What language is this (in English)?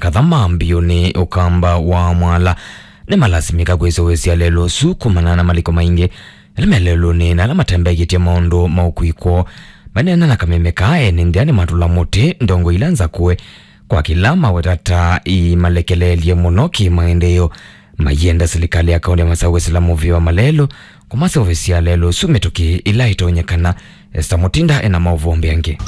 Kamba